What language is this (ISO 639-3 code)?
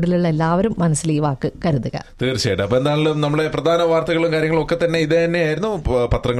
mal